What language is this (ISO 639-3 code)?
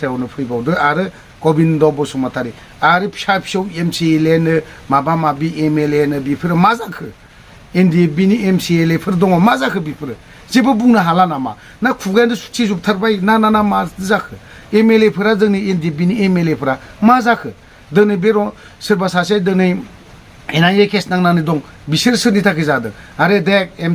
brx